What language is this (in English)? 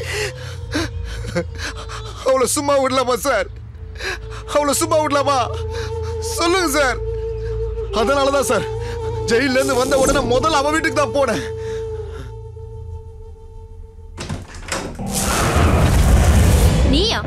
Tamil